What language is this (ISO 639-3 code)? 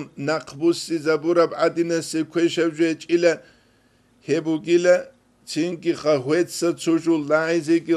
ava